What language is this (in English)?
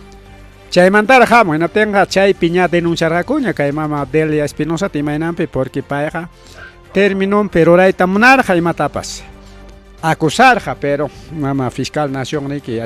Ayacucho Quechua